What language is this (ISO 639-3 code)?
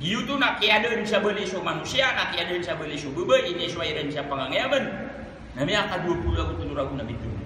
mrw